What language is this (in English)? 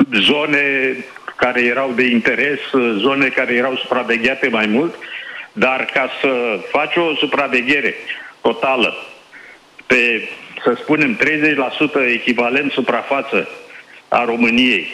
Romanian